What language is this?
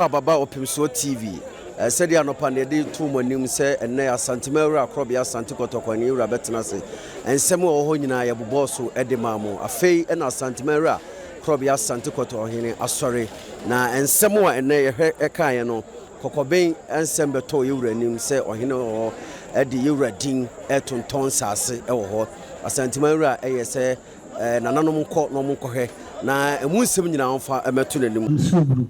Akan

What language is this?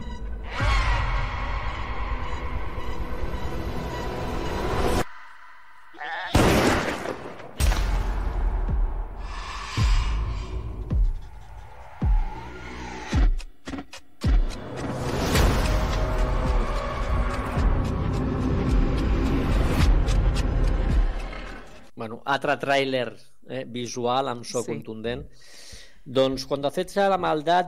Catalan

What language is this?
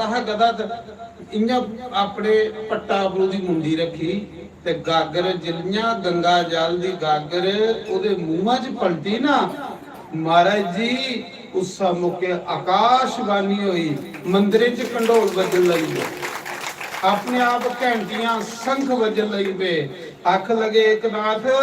Dogri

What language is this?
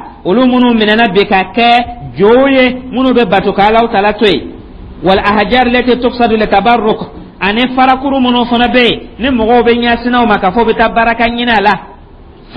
Dyula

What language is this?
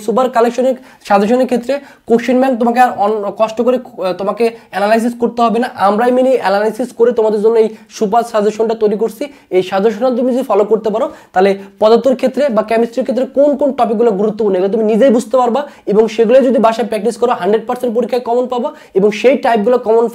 Bangla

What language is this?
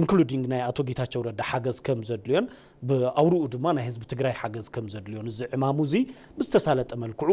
Tigrinya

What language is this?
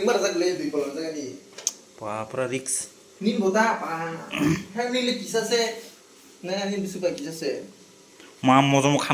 Kok Borok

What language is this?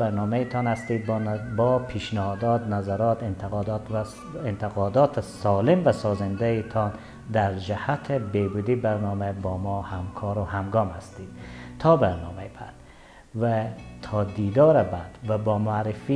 Persian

